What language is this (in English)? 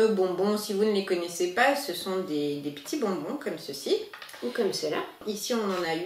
French